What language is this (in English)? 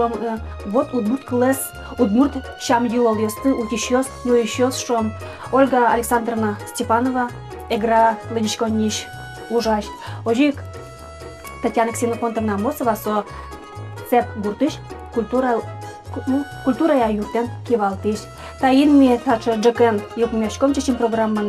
Udmurt